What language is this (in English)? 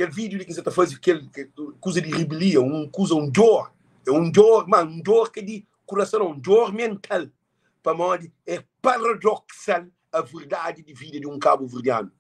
Kabuverdianu